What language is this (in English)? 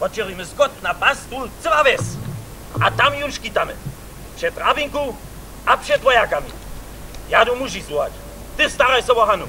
Upper Sorbian